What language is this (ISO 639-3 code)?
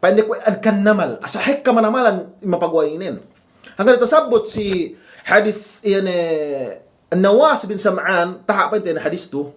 yka